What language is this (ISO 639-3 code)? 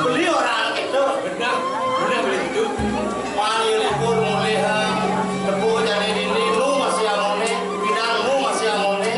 ban